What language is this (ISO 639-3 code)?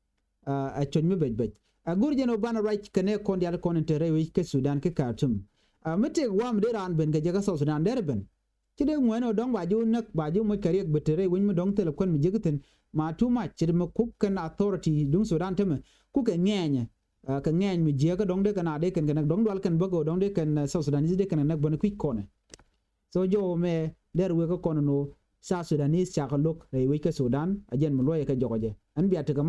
nus